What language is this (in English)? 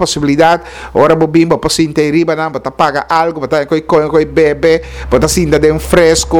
Papiamento